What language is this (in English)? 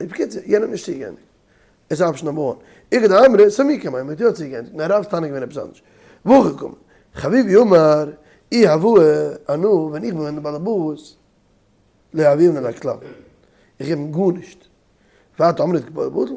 Yiddish